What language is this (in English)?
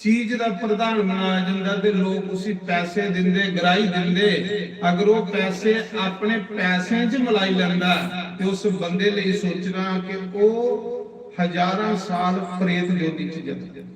Dogri